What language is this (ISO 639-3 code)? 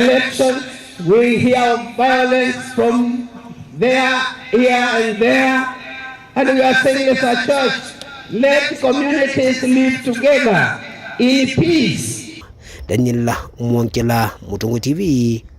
kam